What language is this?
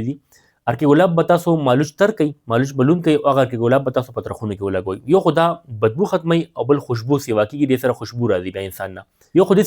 Pashto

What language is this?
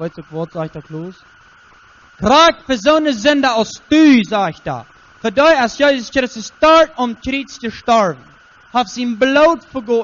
Plautdietsch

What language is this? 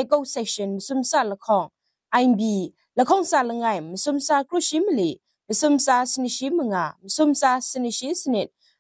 Kachin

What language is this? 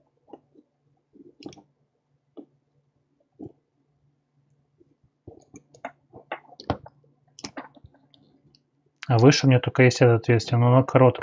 Russian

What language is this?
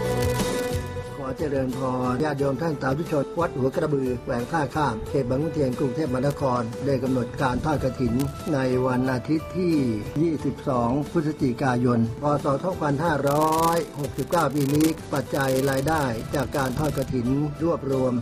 Thai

